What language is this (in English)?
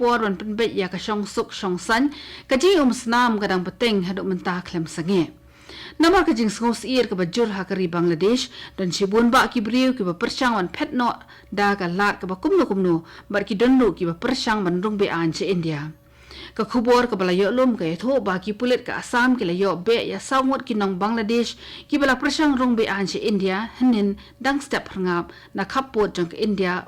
Khasi